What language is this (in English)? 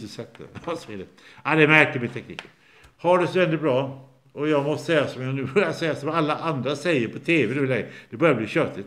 Swedish